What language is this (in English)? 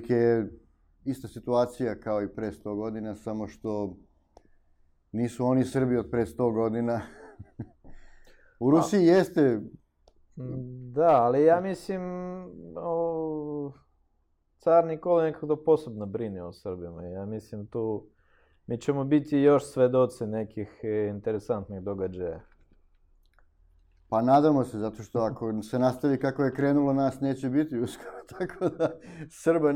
Serbian